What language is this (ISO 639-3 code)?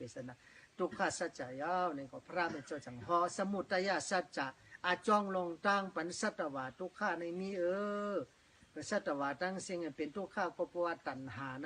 shn